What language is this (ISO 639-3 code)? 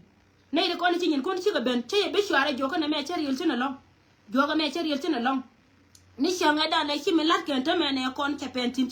nus